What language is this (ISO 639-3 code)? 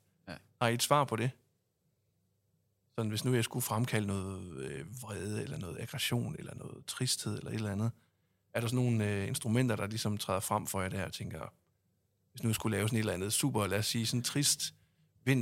dan